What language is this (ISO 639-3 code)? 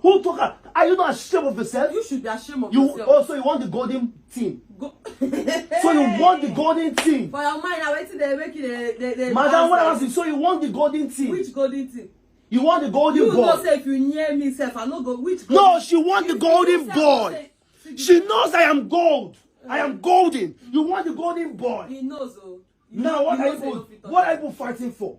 pcm